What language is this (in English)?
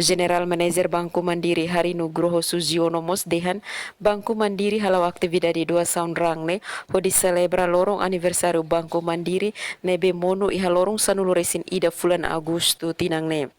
Tetum